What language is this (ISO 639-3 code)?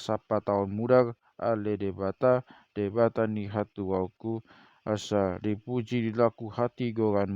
bbc